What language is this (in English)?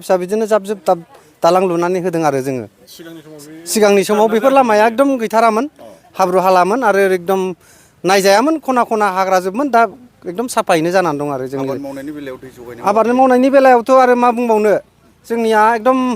Bodo